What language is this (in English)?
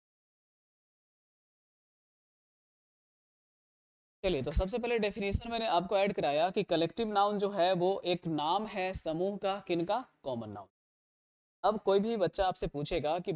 Hindi